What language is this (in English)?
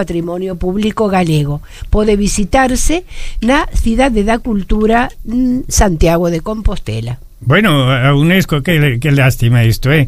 Galician